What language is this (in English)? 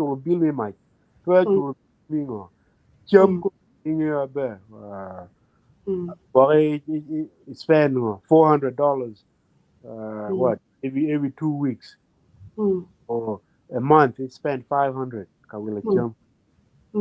Acoli